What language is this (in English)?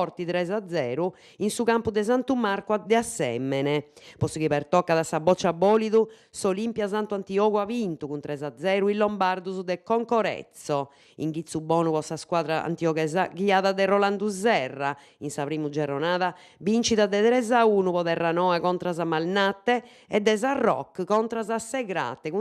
Sardinian